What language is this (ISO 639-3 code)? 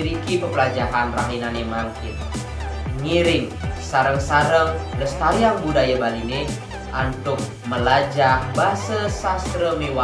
ban